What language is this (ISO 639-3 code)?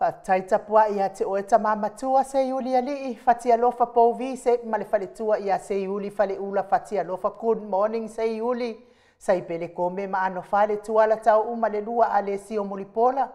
smo